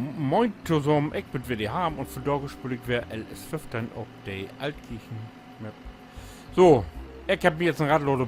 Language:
Low German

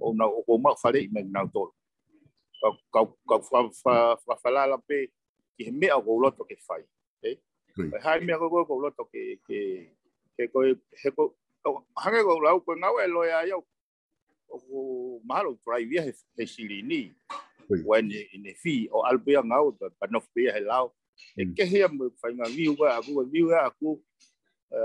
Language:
Tongan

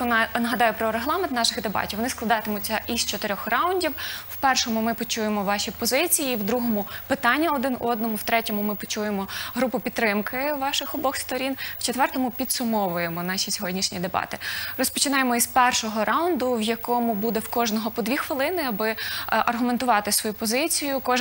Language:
Ukrainian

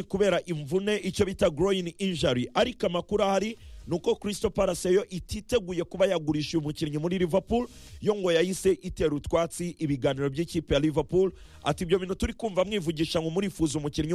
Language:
Kinyarwanda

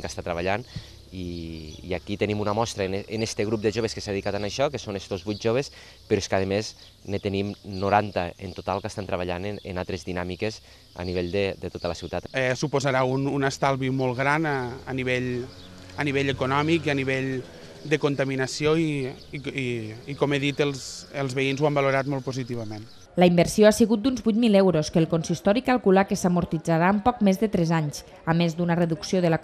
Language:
Catalan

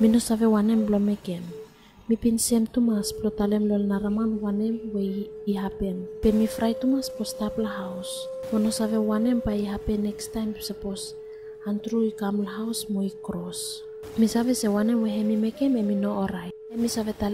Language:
Bislama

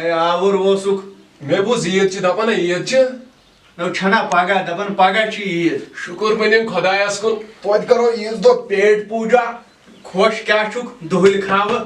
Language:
Kashmiri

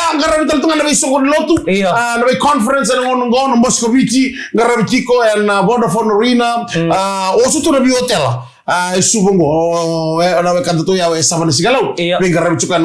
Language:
Fijian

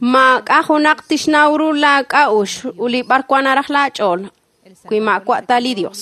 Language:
Kekchí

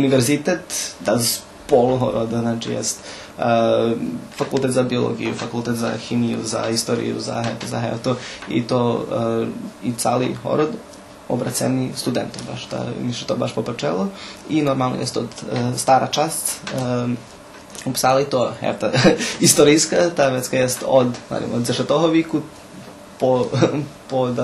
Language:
Rusyn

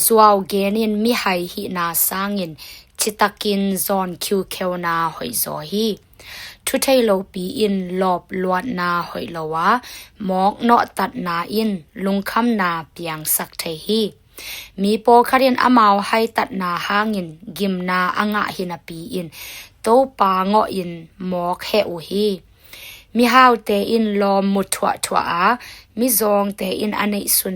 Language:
Tedim Chin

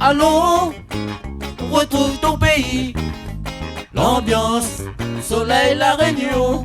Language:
Réunion Creole French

